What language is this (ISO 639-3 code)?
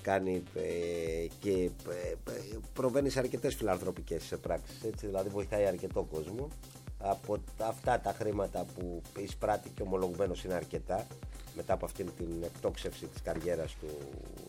ell